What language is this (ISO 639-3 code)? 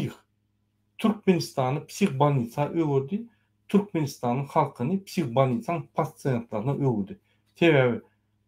tuk